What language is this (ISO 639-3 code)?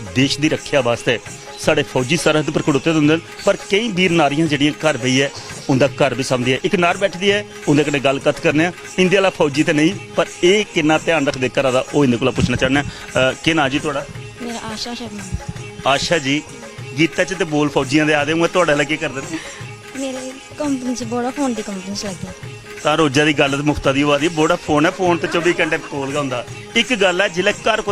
doi